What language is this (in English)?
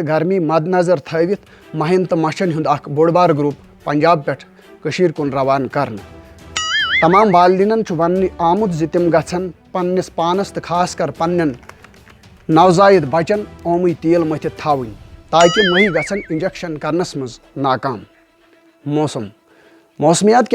Kashmiri